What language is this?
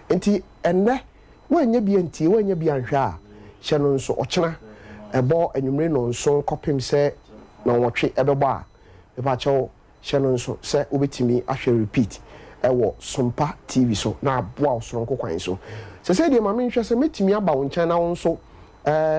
Akan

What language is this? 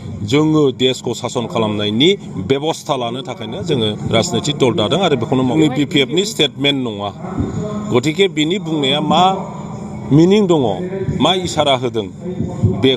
Bodo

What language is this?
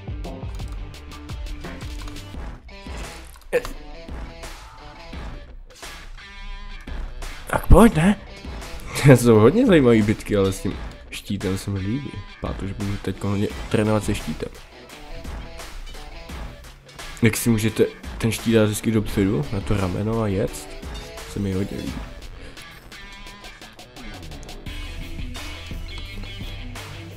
Czech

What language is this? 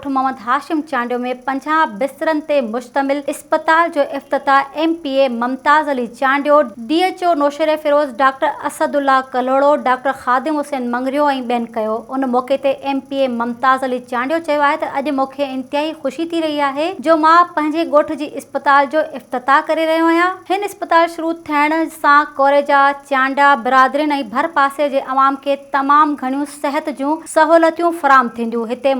Sindhi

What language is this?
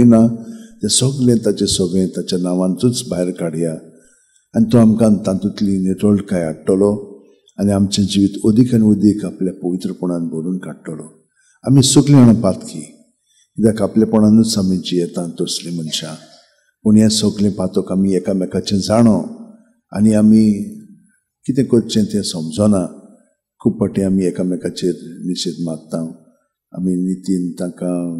Konkani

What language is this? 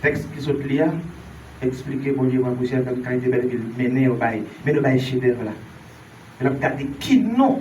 Haitian Creole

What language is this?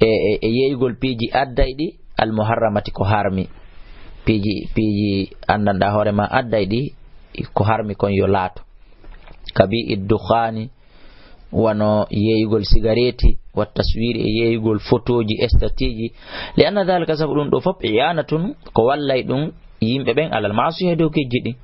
Fula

